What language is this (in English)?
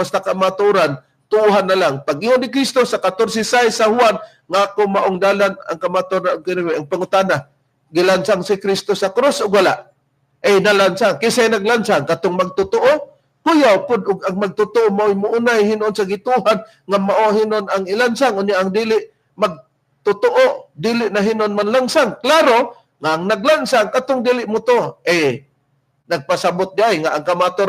Cebuano